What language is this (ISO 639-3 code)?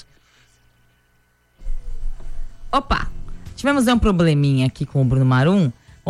por